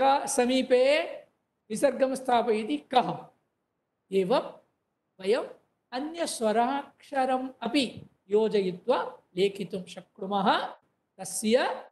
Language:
Sanskrit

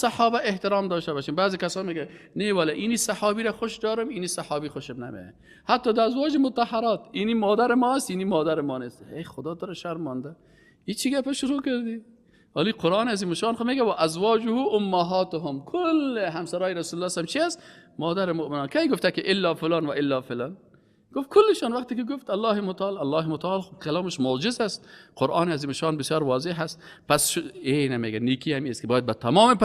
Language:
Persian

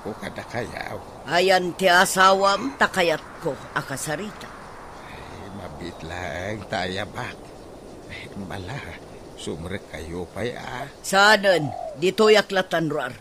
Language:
Iloko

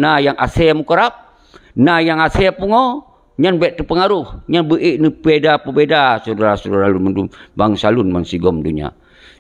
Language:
Achinese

